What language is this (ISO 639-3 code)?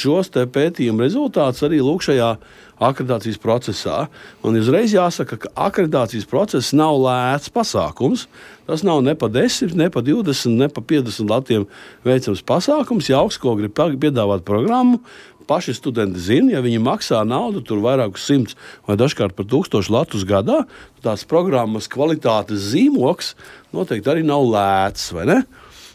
lav